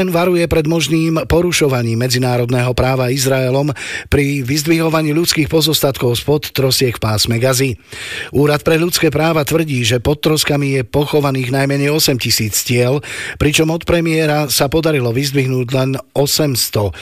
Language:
Slovak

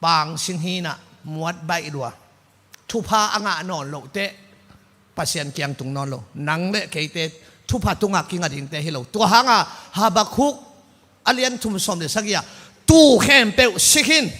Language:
Tedim Chin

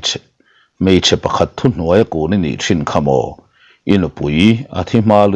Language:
Mizo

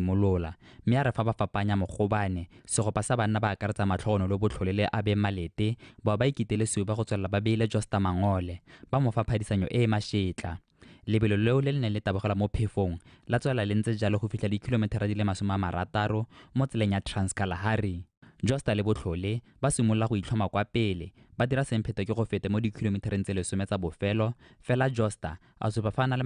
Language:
Tswana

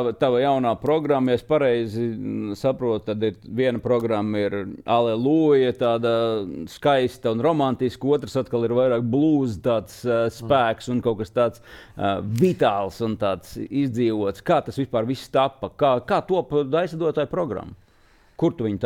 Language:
Latvian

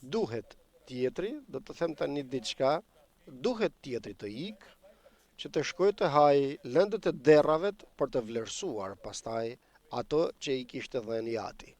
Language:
Albanian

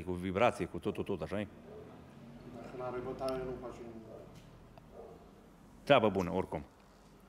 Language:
Romanian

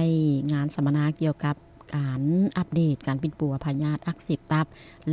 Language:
Lao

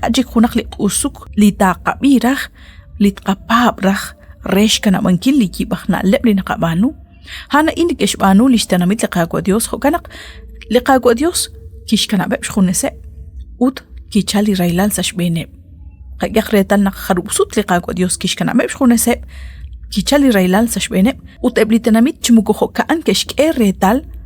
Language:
Kekchí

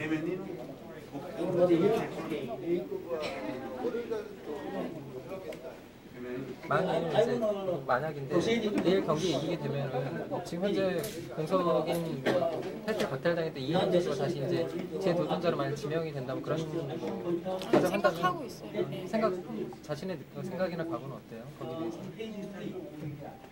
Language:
Korean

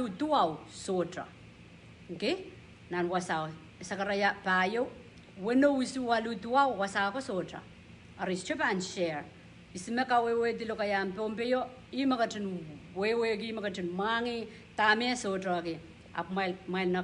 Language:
Pohnpeian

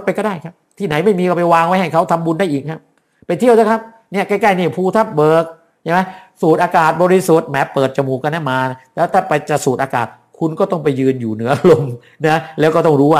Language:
Thai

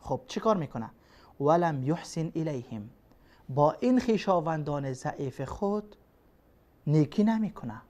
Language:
Persian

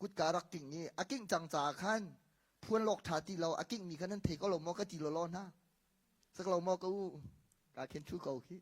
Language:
Hakha Chin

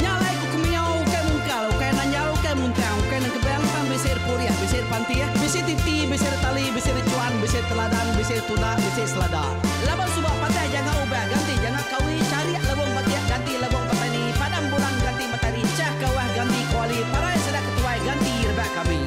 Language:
Iban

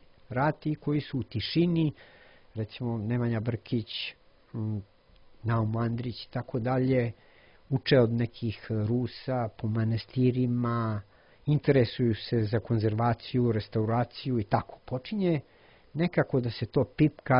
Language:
Serbian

